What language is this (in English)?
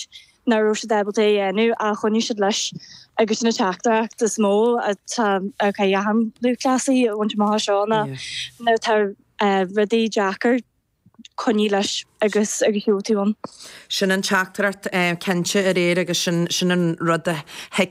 Irish